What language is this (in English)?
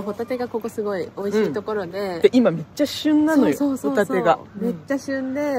Japanese